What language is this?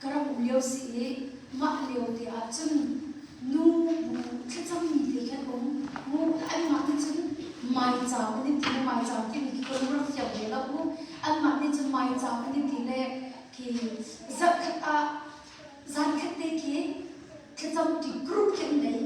Hakha Chin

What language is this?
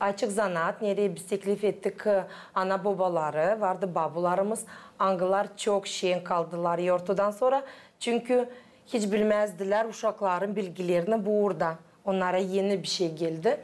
Gagauz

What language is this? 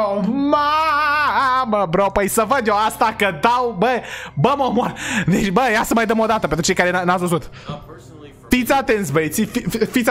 Romanian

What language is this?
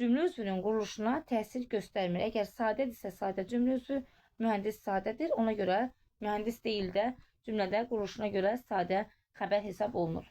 Azerbaijani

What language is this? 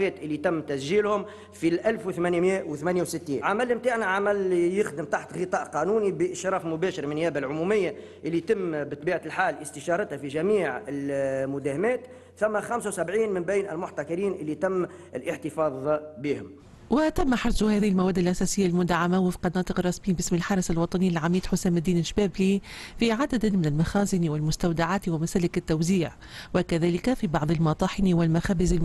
Tunisian Arabic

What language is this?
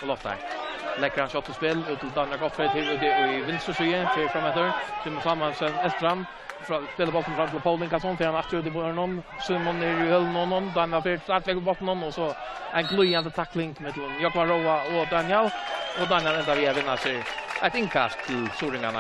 Faroese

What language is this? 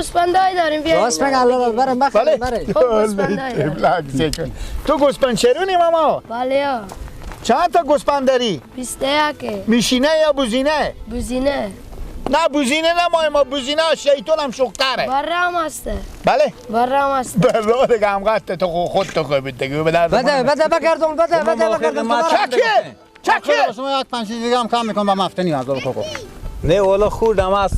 Persian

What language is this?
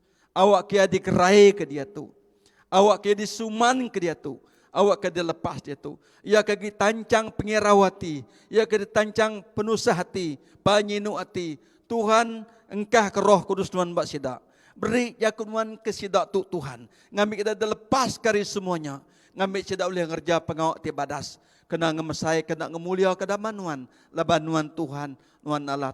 Iban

